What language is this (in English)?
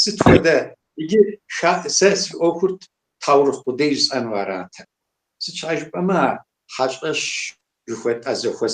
Kabardian